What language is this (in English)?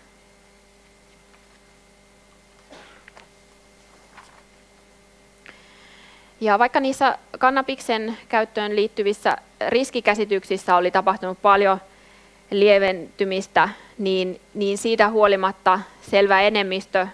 Finnish